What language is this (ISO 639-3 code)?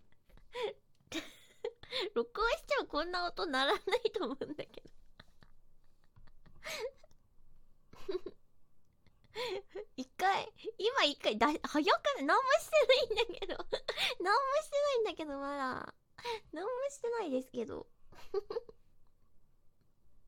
jpn